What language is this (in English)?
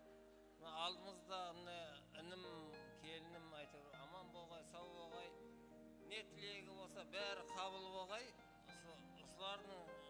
Kara-Kalpak